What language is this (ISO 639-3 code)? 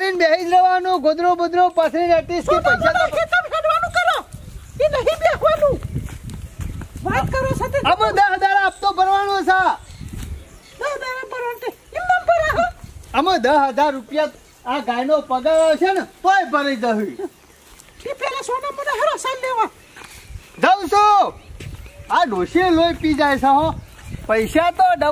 guj